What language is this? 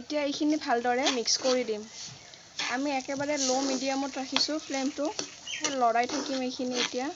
Assamese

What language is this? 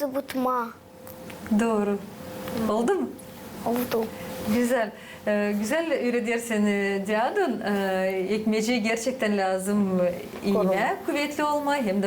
Gagauz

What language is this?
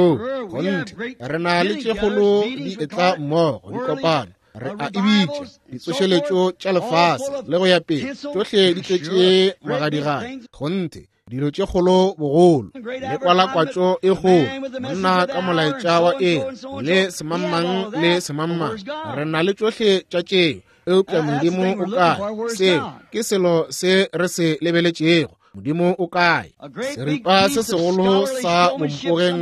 Northern Sotho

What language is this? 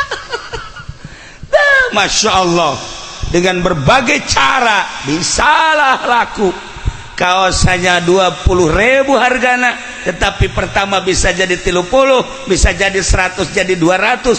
Sundanese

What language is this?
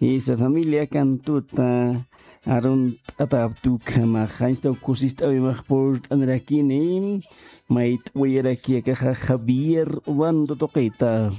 Aymara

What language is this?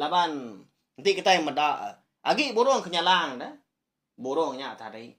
Iban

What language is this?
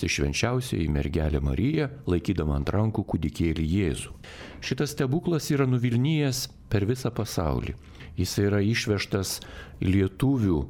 Lithuanian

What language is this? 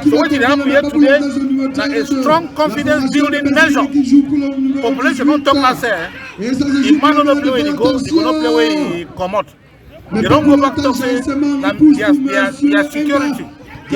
Cameroon Pidgin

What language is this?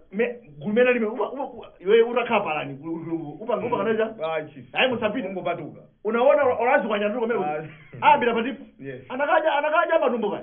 Nyanja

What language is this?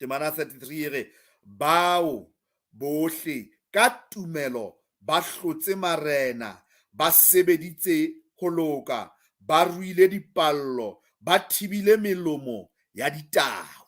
Southern Sotho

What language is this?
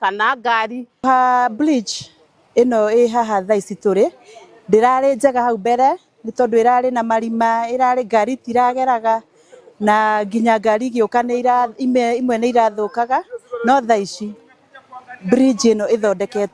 Kikuyu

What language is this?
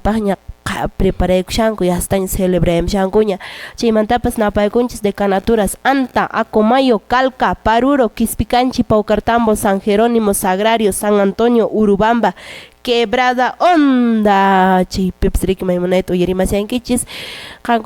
Quechua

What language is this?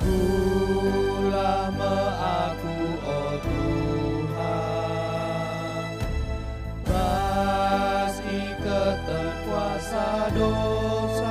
Batak Karo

